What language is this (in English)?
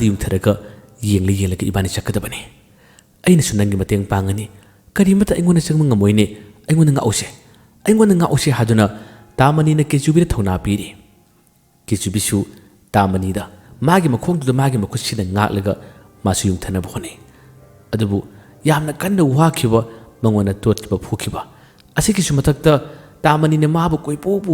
Manipuri